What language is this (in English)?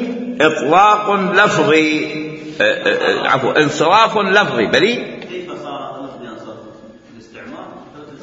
Mesopotamian Arabic